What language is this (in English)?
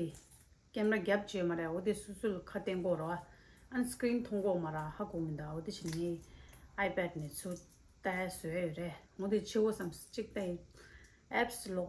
Tibetan